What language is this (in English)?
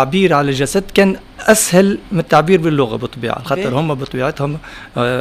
Tunisian Arabic